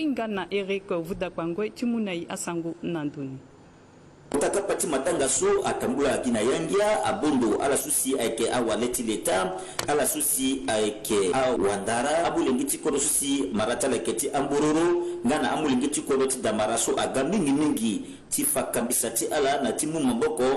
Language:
Sango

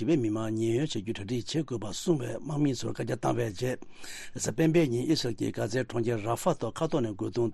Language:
Tibetan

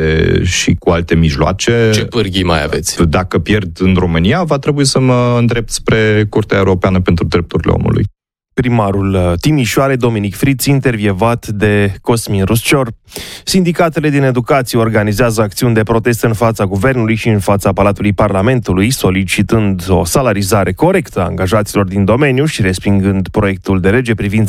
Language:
Romanian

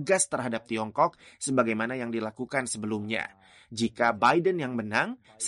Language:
Indonesian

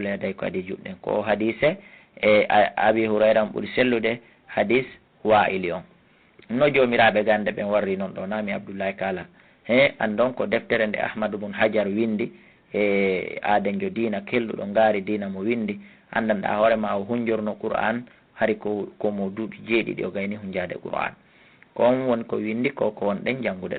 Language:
Fula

